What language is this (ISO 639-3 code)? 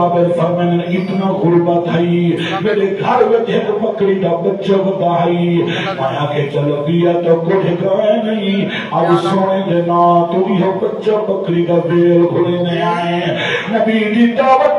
skr